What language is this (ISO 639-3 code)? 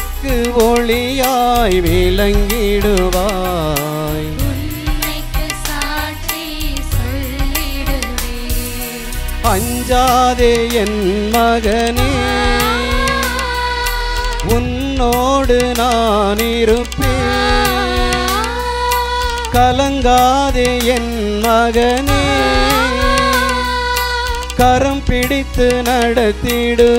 tam